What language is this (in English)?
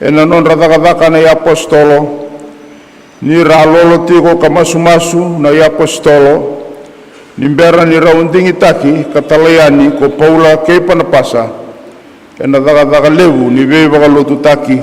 Fijian